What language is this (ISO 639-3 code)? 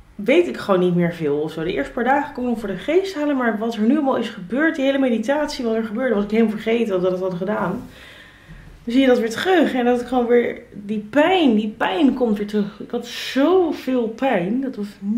nld